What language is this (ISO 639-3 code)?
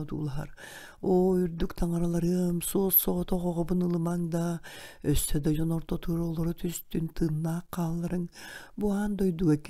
sah